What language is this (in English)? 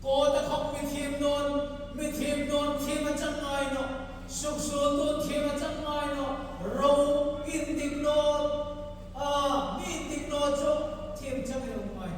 Hmar